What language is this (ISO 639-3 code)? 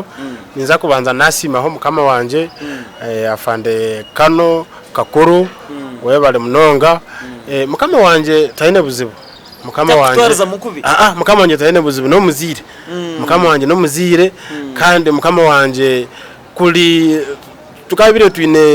nyn